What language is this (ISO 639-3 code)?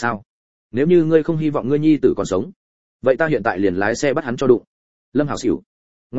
vie